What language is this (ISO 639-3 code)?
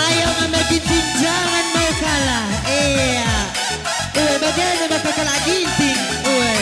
btx